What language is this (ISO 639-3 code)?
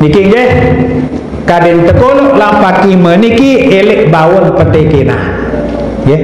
sas